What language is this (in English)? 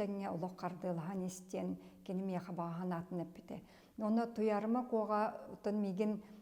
Yakut